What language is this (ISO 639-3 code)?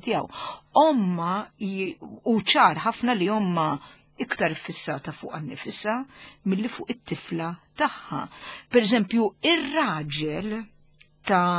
mlt